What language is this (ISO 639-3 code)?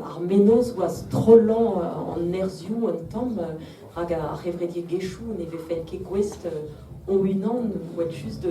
bre